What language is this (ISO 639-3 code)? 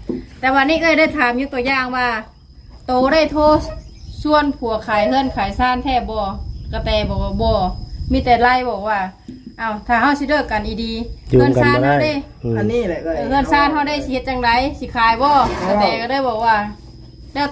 lao